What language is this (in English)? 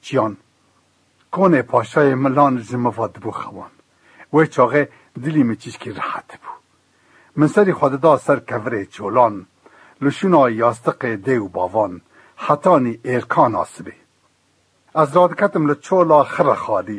Kurdish